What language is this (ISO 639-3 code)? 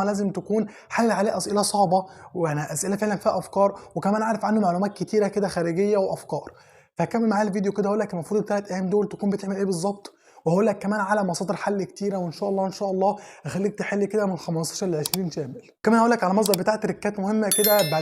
arz